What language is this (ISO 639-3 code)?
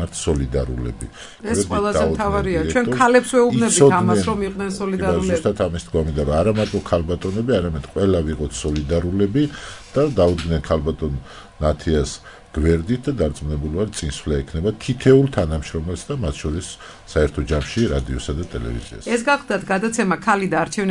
kat